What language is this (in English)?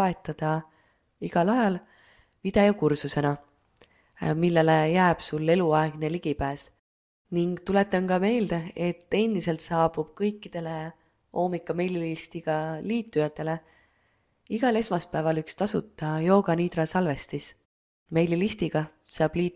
Estonian